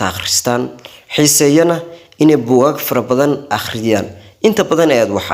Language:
Somali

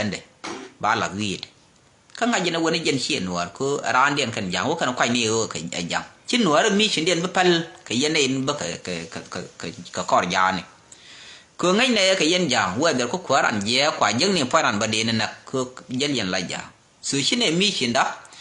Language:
Nuer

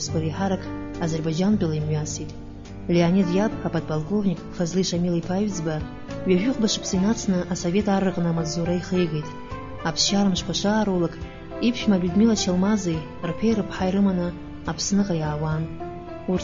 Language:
Abkhazian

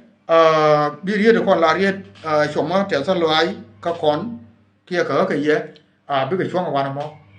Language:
Nuer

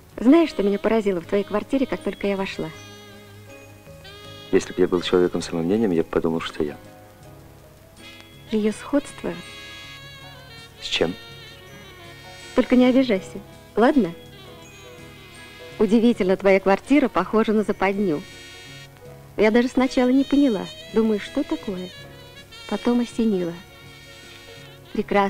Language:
Russian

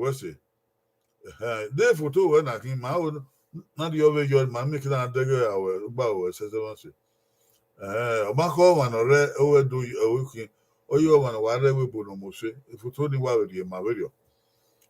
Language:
Bini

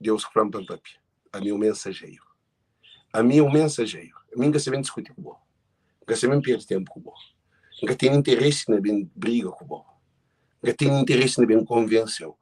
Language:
Kabuverdianu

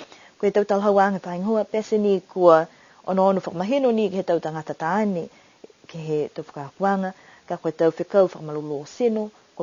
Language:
Niuean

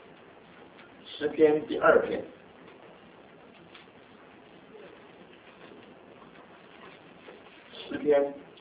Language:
Chinese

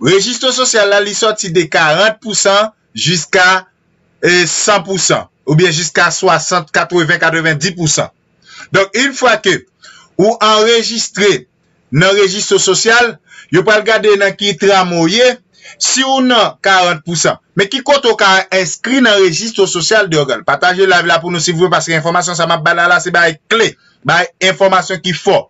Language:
Haitian Creole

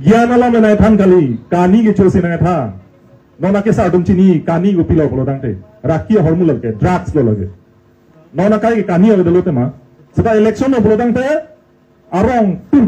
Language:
Karbi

